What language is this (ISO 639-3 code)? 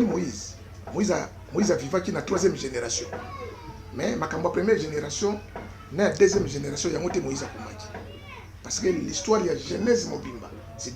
lin